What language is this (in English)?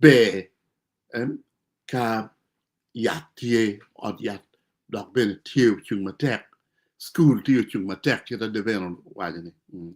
Acoli